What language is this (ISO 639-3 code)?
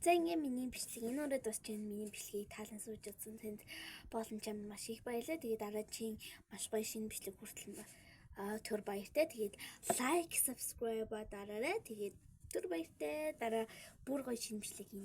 mon